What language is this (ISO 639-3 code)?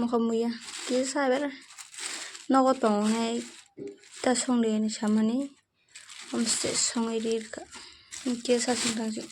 trp